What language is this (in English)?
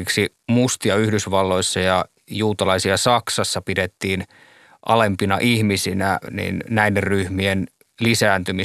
Finnish